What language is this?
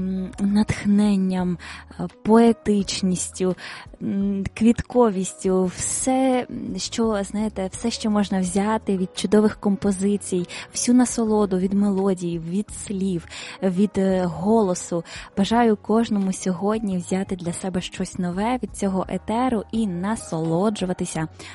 Ukrainian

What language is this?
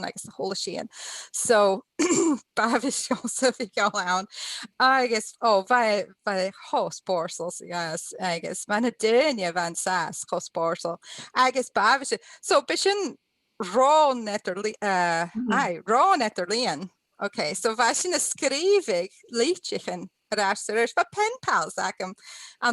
Scottish Gaelic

